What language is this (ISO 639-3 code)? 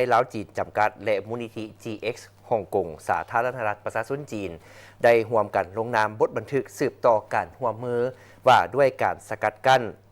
lao